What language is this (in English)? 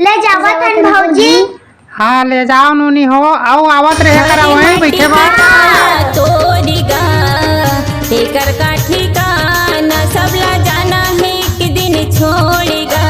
Chhattisgarhi